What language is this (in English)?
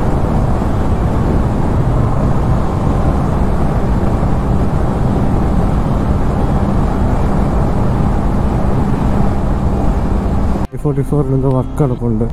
Malayalam